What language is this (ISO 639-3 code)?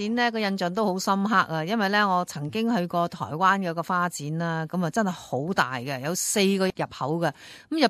yue